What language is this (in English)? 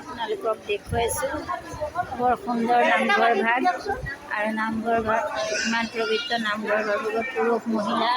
Assamese